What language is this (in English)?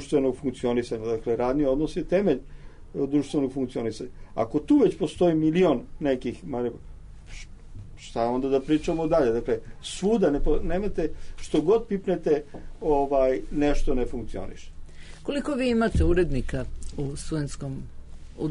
Serbian